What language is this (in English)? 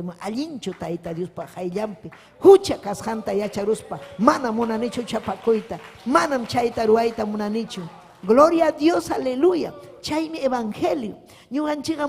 Ayacucho Quechua